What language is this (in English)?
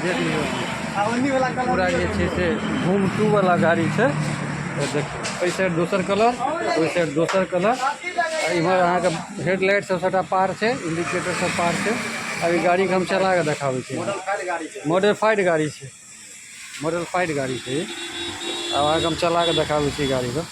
Maithili